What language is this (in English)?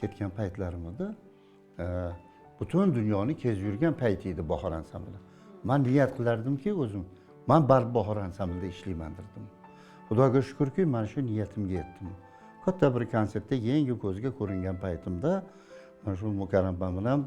Uzbek